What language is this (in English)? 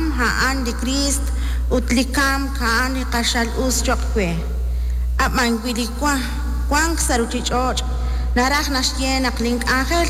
Kekchí